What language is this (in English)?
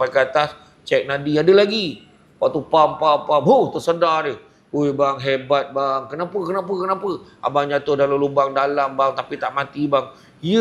Malay